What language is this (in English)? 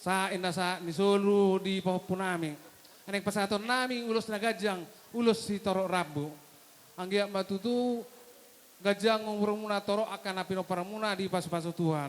Batak Toba